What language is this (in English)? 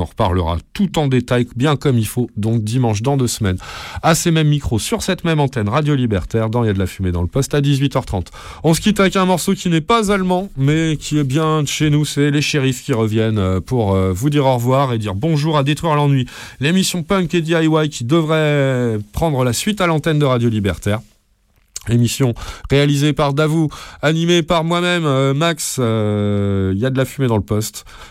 French